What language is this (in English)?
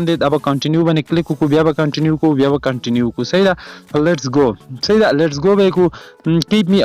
Pashto